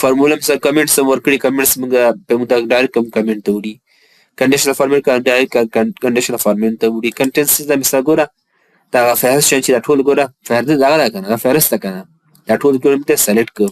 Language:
Pashto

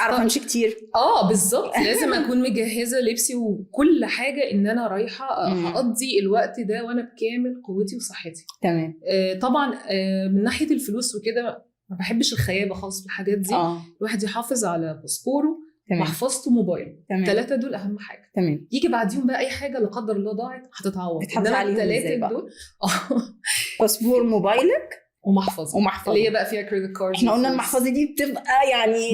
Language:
Egyptian Arabic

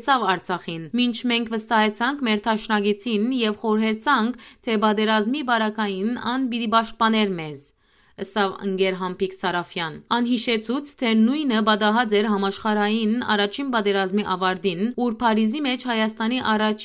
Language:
Western Armenian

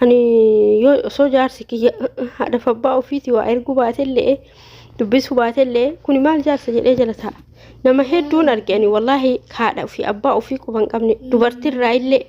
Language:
Oromo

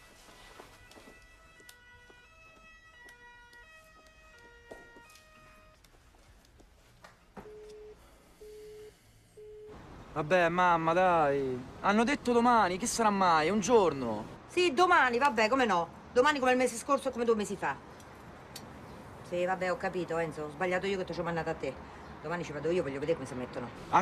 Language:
Italian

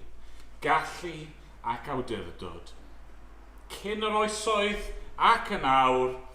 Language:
Welsh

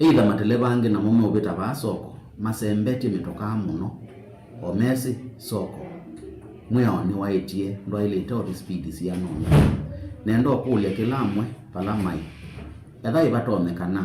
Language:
Kamba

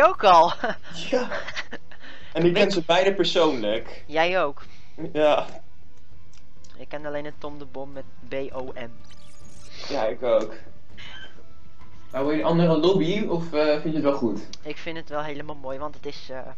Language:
Dutch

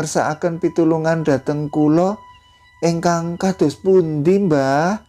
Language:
Javanese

